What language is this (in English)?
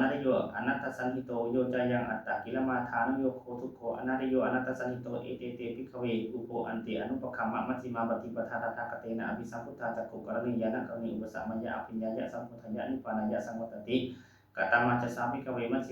Pali